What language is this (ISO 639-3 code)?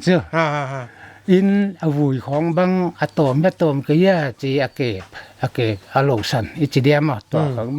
pck